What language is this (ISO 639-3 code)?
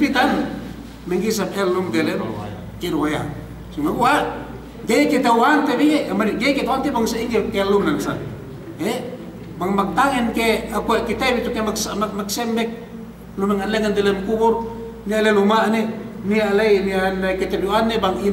yka